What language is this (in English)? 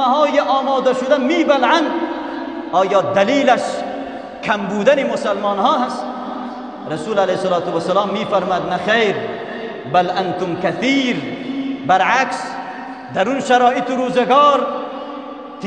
Persian